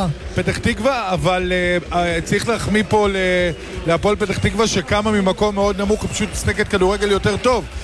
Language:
Hebrew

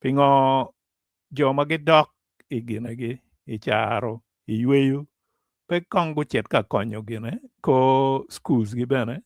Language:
Acoli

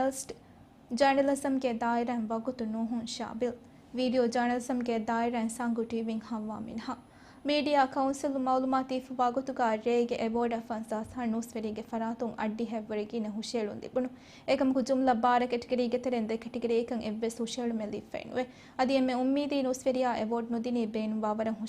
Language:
Divehi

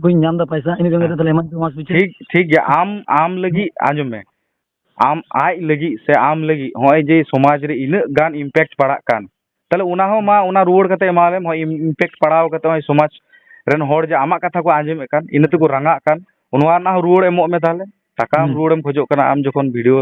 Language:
Santali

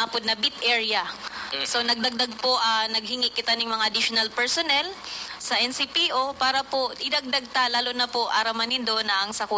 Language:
Bikol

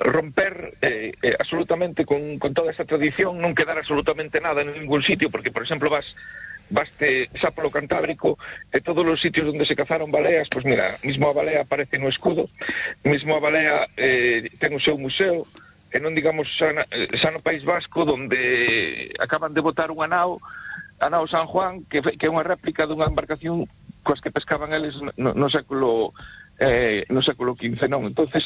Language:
Galician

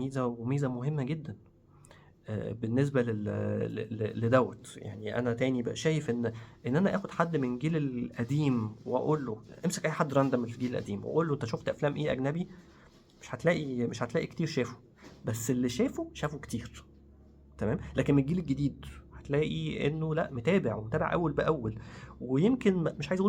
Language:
Egyptian Arabic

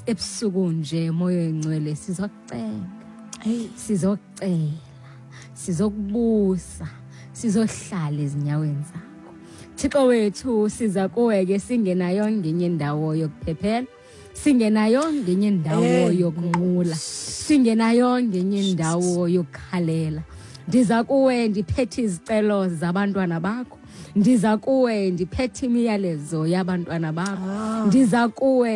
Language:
Xhosa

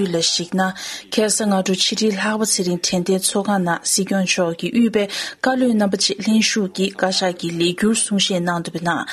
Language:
Tibetan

